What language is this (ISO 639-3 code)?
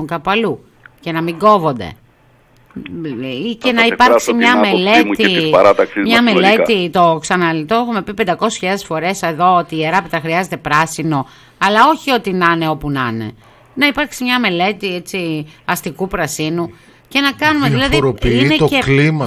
ell